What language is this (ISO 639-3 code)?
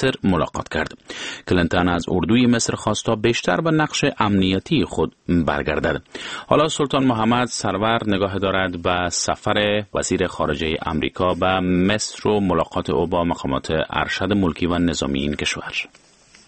fas